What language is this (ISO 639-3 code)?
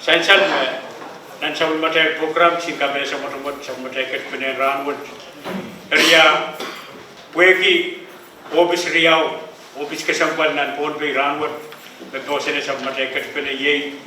pon